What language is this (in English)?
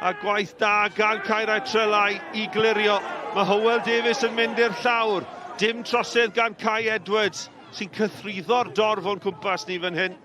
Welsh